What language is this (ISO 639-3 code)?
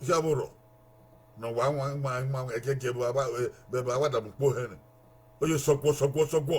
bin